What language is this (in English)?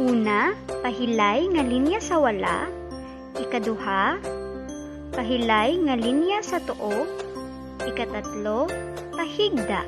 Hiligaynon